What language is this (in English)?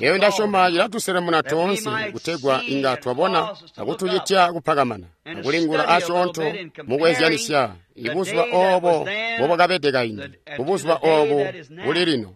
Tonga (Zambia)